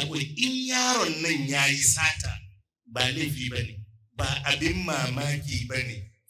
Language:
Hausa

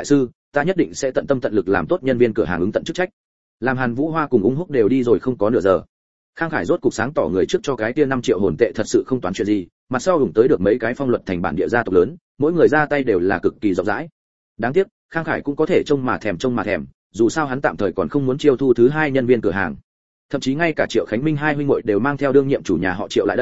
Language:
Vietnamese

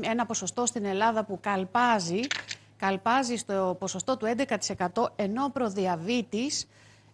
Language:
Greek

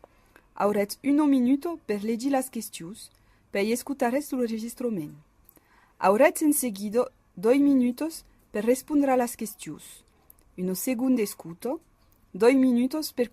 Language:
Occitan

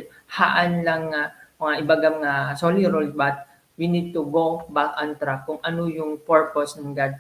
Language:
Iloko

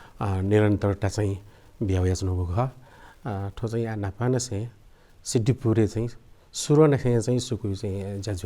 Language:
Newari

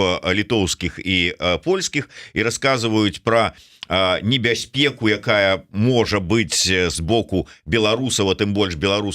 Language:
Belarusian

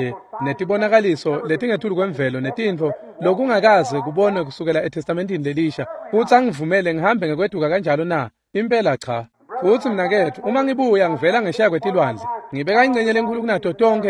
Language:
Swati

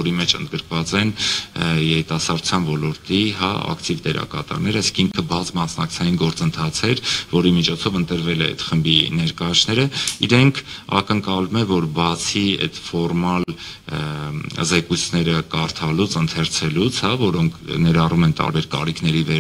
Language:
Armenian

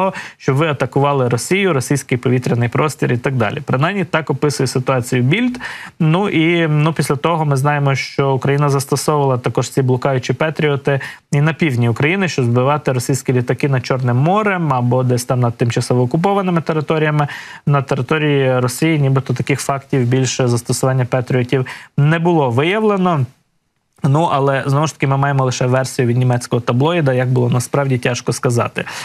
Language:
Ukrainian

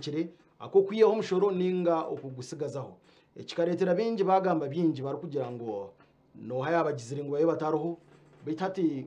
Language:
Nyankole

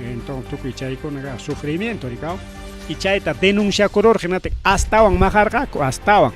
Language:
Ayacucho Quechua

